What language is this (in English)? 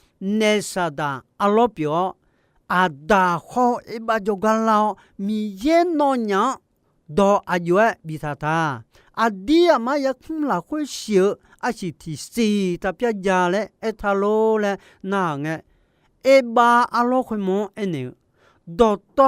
Akha